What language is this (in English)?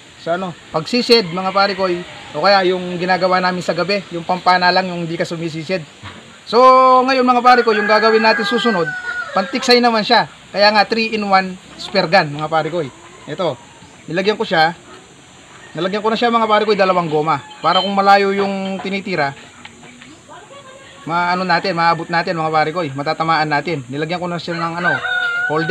Filipino